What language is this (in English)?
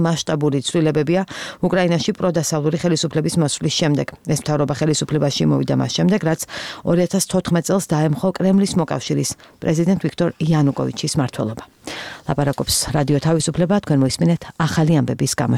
Georgian